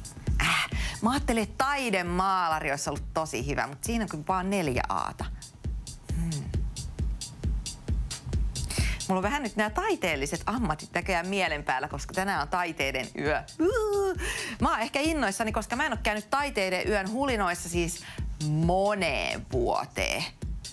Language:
Finnish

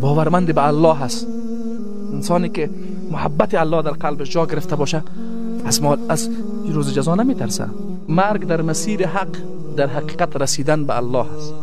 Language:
Persian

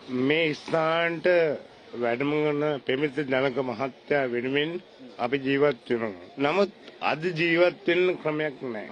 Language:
Sinhala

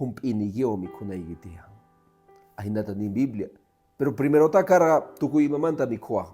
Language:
Quechua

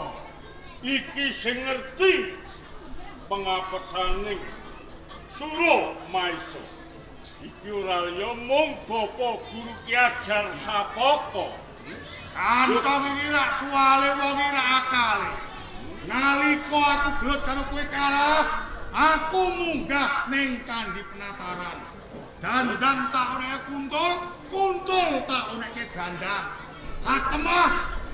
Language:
Javanese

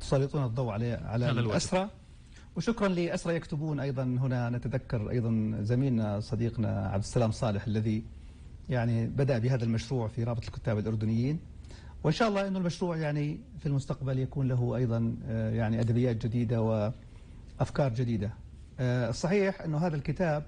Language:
North Levantine Arabic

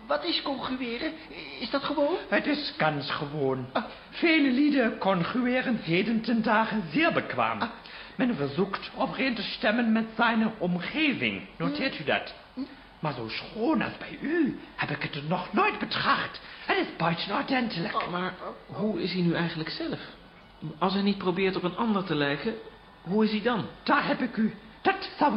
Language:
Dutch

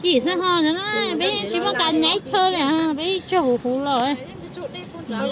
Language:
Hmong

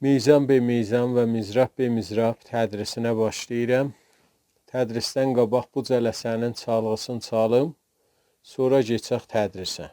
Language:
South Azerbaijani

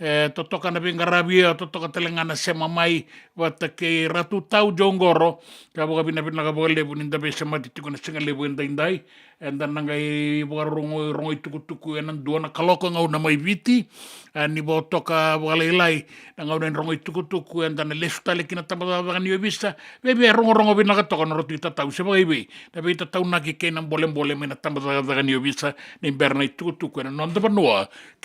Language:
Fijian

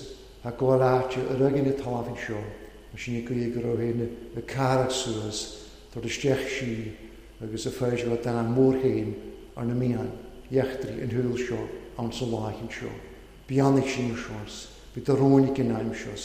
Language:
Welsh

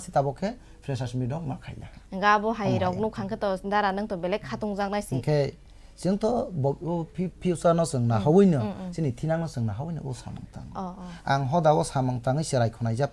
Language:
Kok Borok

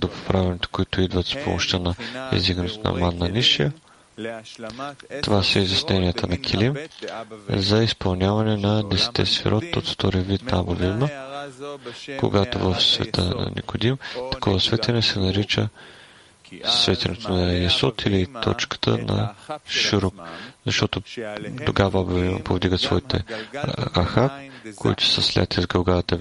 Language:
Bulgarian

